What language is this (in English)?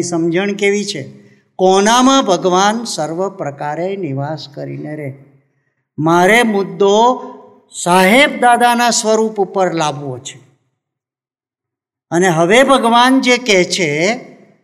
Gujarati